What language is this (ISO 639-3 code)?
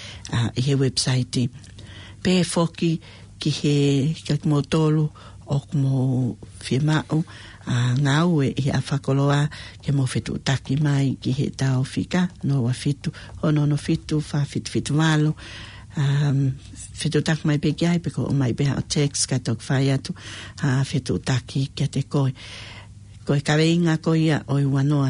ton